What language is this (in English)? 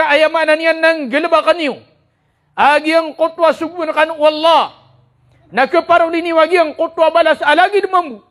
Maranao